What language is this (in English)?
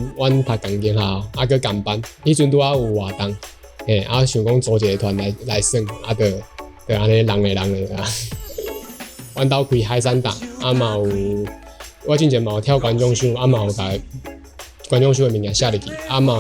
Min Nan Chinese